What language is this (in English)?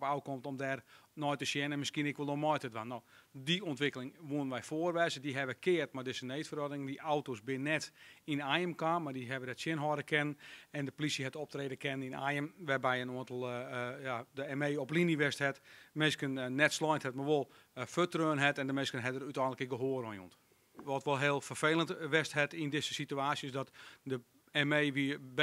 Western Frisian